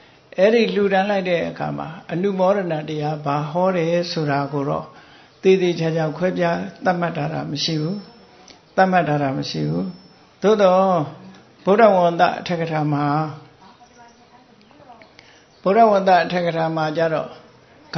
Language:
Burmese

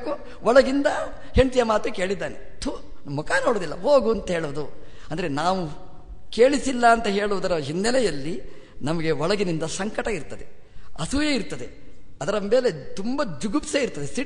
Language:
Kannada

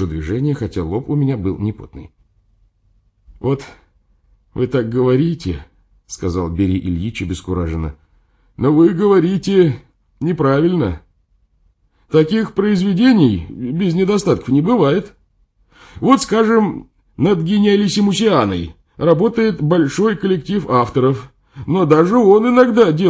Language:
Russian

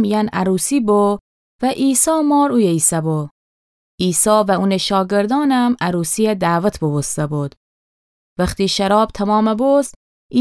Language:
Gilaki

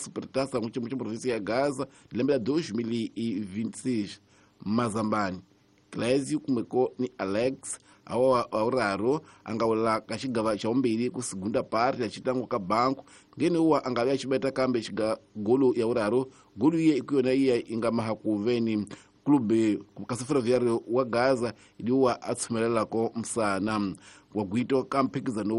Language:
Tsonga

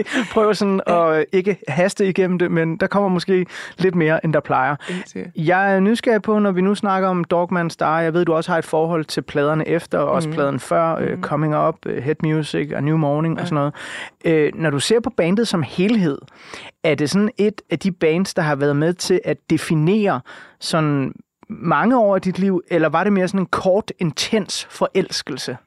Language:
Danish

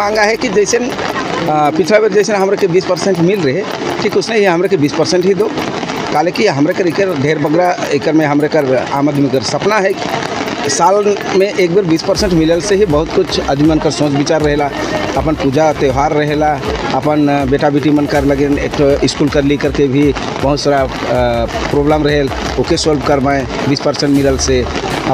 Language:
Sadri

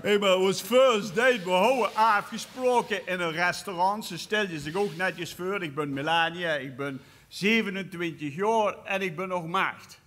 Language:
Limburgish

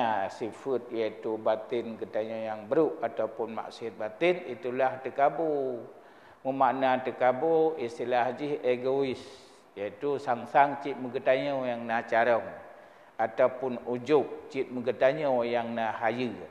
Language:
Achinese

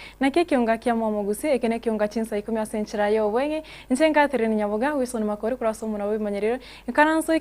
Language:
Gusii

